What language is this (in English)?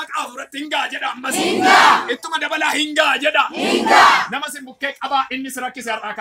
Oromo